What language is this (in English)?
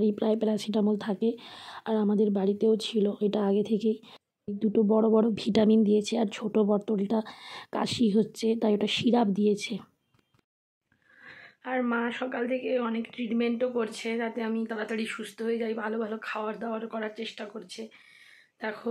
Bangla